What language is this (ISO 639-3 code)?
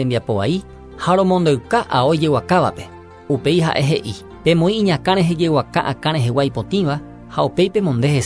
grn